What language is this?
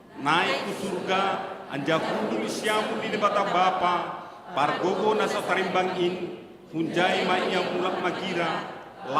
Batak Simalungun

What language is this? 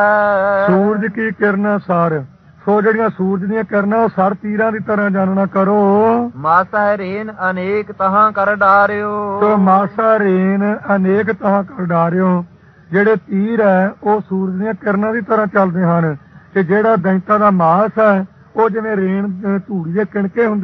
Punjabi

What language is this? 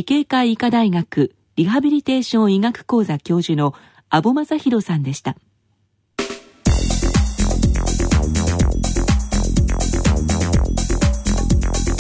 Japanese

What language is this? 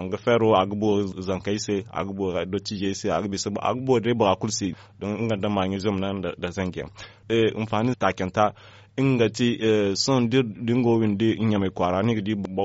Zarma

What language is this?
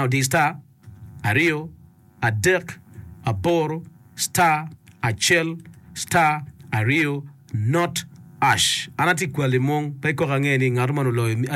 Acoli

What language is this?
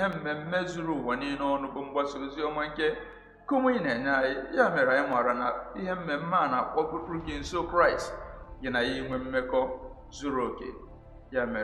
Igbo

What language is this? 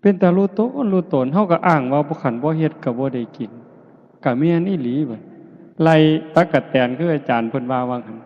Northeastern Thai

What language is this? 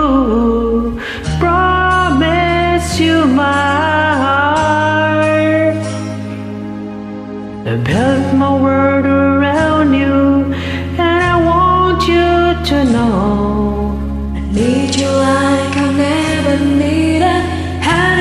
English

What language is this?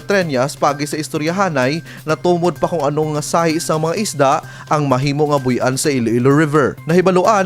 Hiligaynon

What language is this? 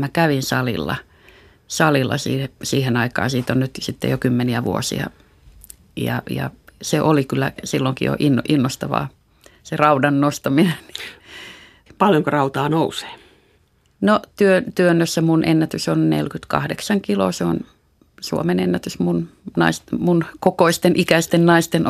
Finnish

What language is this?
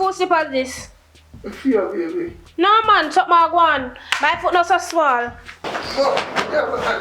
Jamaican Creole English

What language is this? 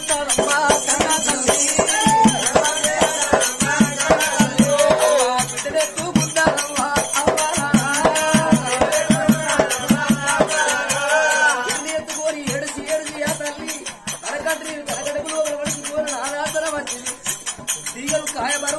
Telugu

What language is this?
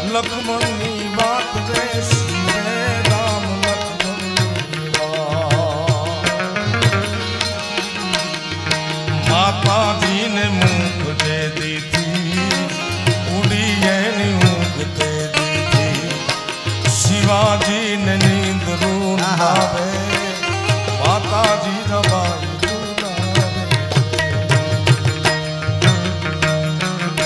Gujarati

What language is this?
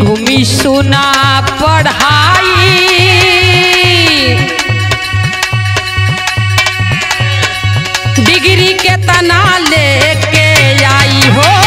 Bhojpuri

